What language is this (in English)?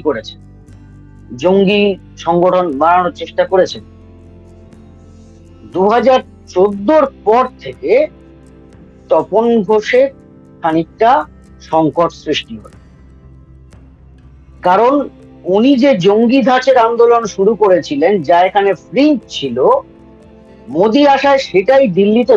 Bangla